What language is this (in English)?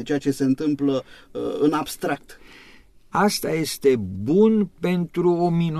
Romanian